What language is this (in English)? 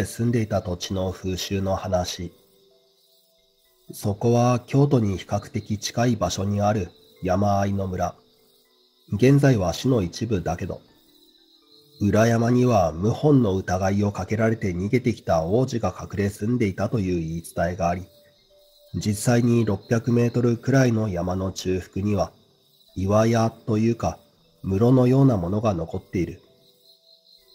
Japanese